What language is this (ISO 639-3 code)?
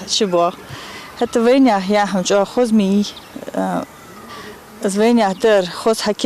inh